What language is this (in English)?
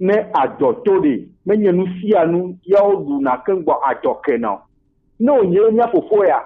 Gen